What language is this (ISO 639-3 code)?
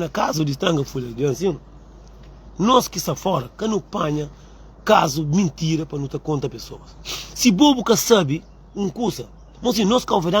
kea